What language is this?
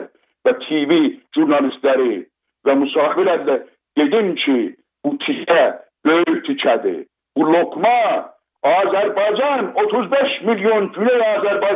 South Azerbaijani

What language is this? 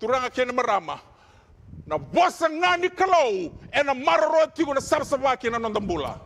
Fijian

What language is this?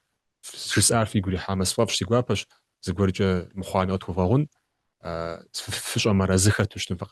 Kabardian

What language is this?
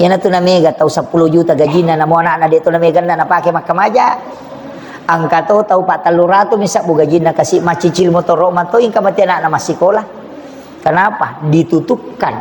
Buginese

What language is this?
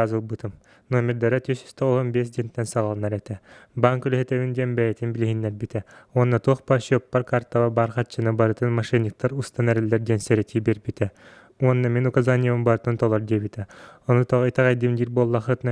Yakut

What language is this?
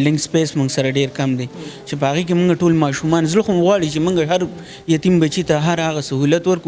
Pashto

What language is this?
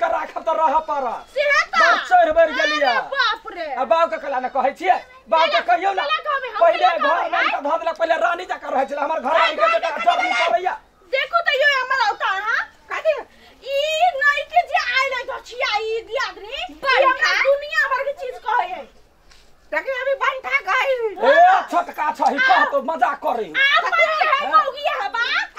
Maithili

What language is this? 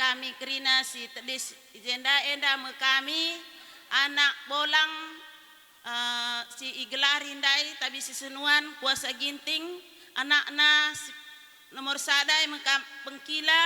Batak Karo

